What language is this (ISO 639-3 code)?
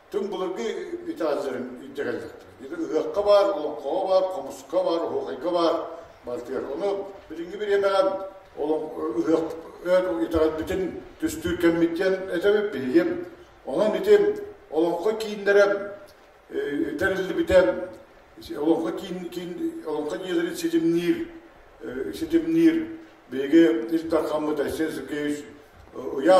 sah